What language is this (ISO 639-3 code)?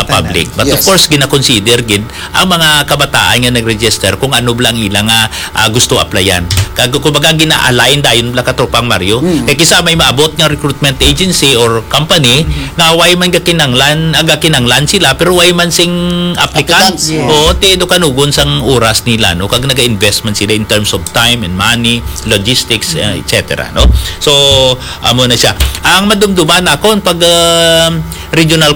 hil